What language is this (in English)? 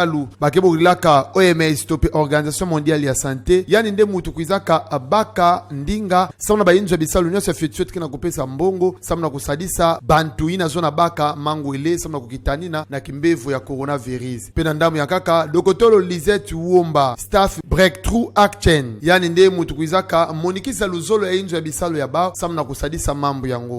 Kituba (Democratic Republic of Congo)